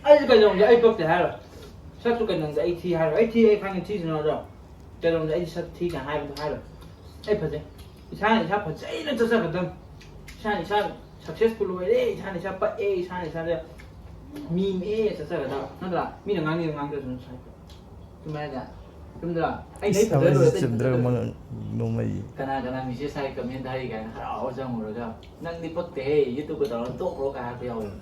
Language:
Manipuri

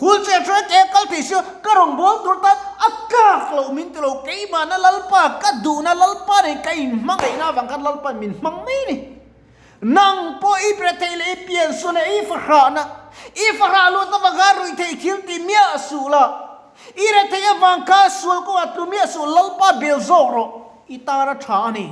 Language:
Mizo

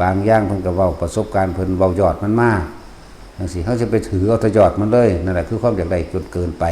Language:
Northeastern Thai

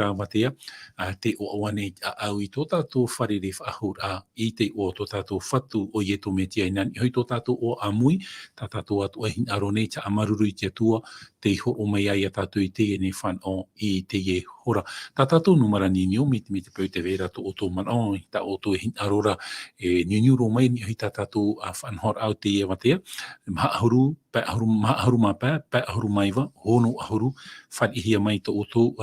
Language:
Tahitian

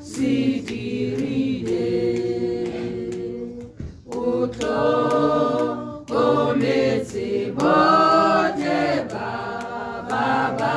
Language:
Tswana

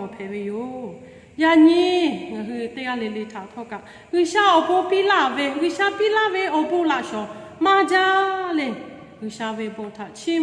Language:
Lahu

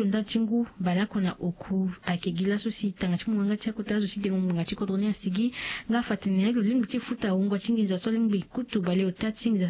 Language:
Sango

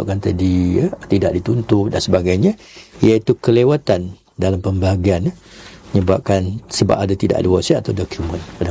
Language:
Malay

